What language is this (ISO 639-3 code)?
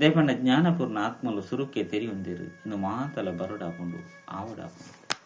tcy